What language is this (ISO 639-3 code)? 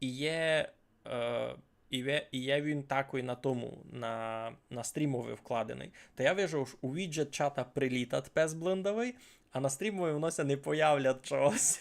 rue